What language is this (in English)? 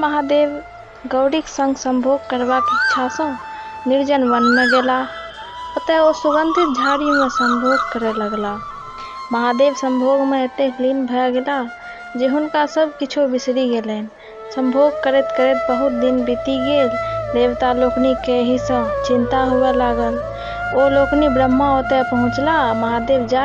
Maithili